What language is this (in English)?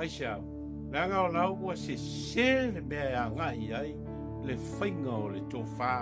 Samoan